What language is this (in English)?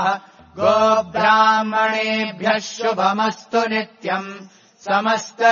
Sanskrit